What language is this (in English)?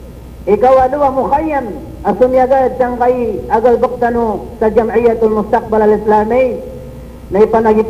Maranao